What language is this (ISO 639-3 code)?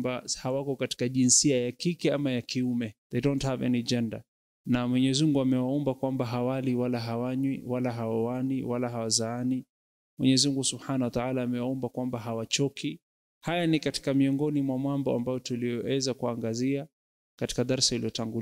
swa